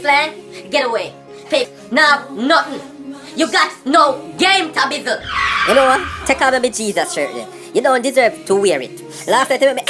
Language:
Jamaican Creole English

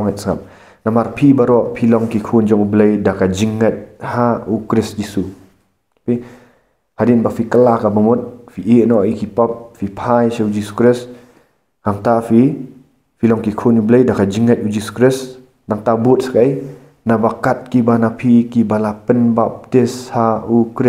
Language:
Khasi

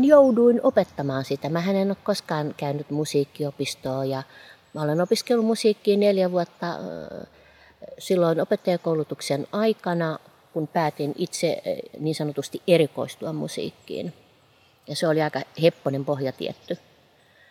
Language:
Finnish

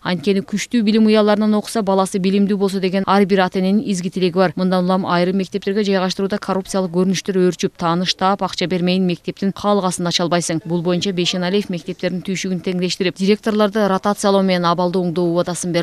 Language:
Kyrgyz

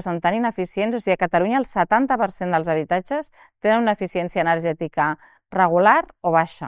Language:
Catalan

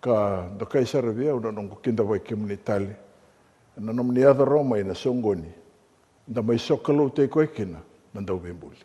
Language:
Fijian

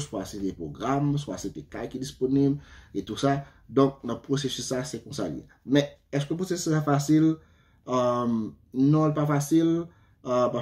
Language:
Haitian Creole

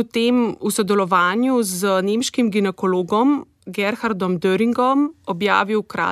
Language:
Slovenian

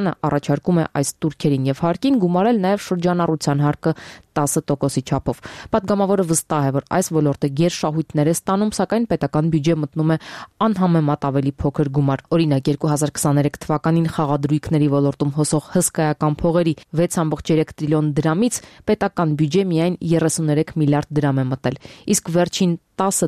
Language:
Armenian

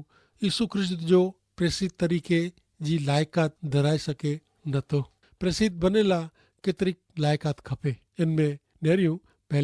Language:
Kachhi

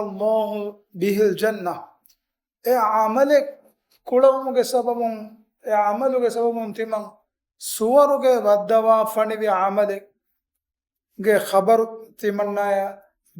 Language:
Divehi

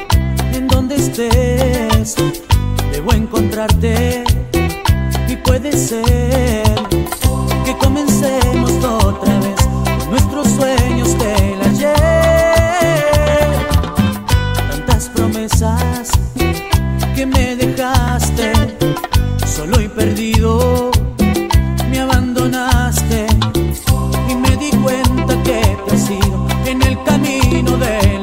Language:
Spanish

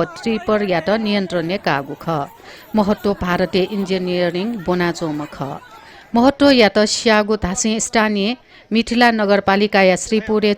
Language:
Newari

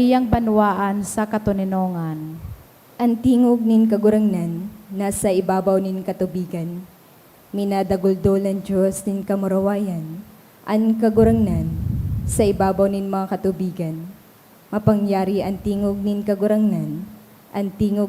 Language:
Bikol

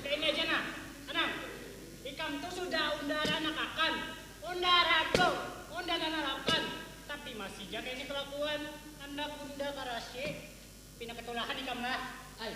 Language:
Banjar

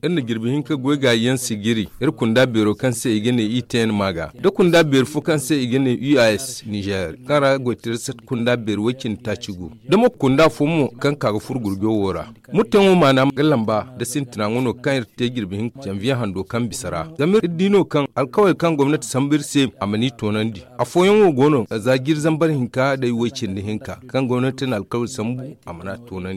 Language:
Zarma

